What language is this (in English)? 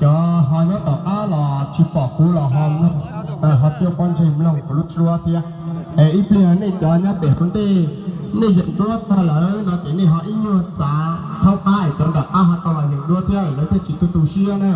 Hmong